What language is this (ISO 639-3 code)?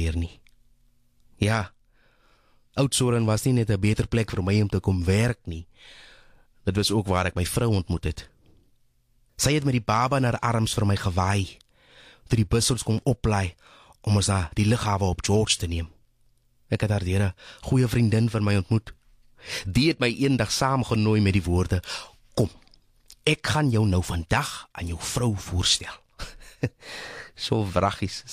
afr